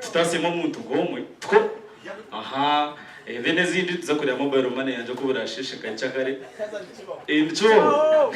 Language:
Nyankole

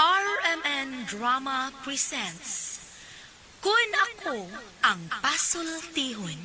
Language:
Cebuano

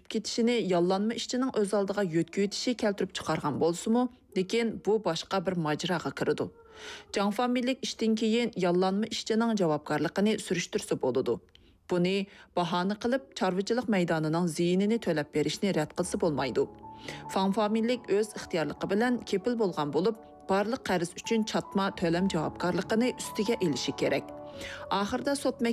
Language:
Uyghur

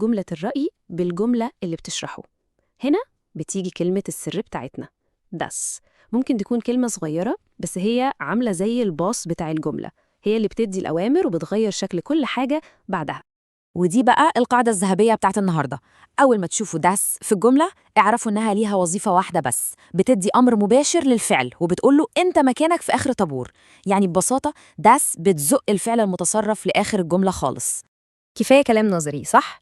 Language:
Egyptian Arabic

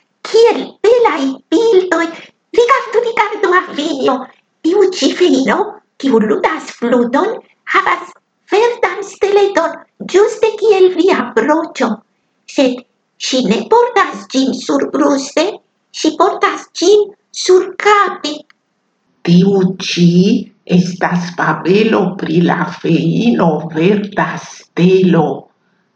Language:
Esperanto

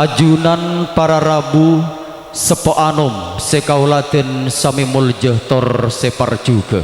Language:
Madurese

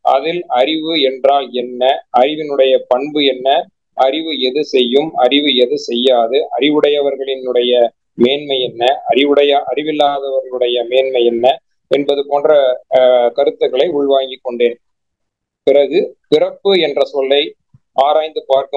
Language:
Tamil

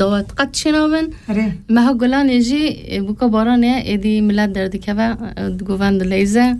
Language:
Kurdish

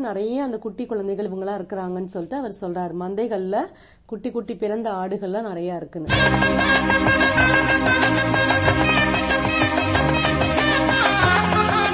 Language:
Tamil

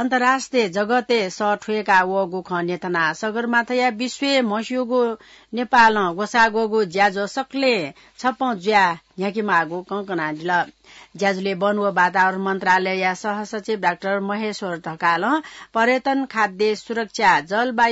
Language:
Newari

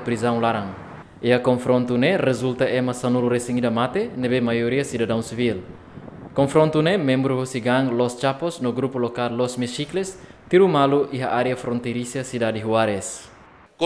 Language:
Tetum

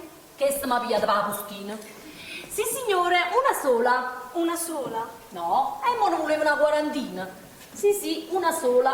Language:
Neapolitan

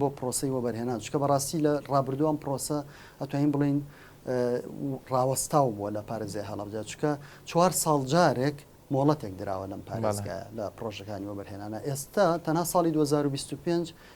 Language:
Central Kurdish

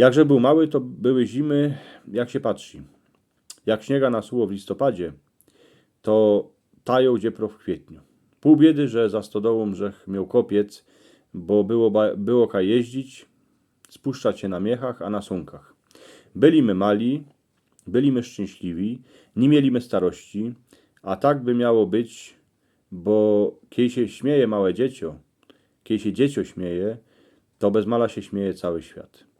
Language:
Silesian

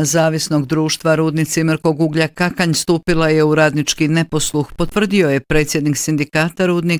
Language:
Bosnian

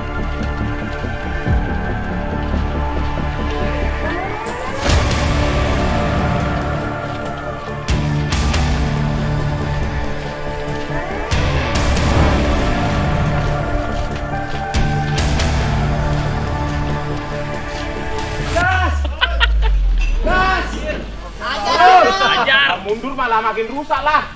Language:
Indonesian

